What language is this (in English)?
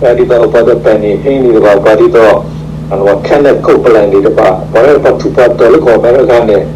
S'gaw Karen